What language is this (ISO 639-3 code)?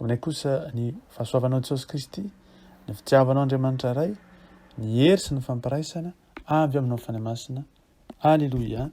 mlg